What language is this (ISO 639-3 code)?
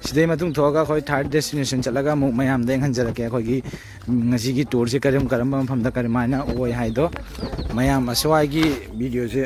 mni